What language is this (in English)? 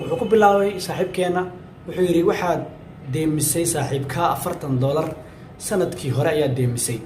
Somali